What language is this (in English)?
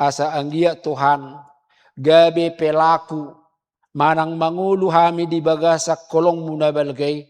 Batak Toba